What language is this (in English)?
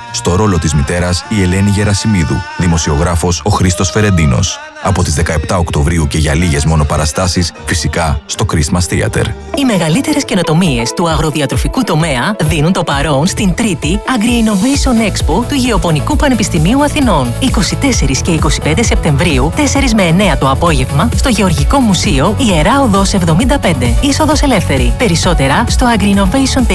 Greek